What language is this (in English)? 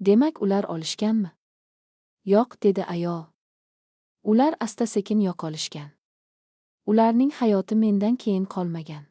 Uzbek